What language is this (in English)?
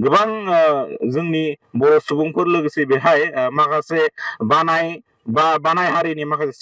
Bodo